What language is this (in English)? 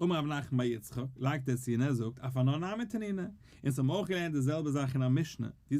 Yiddish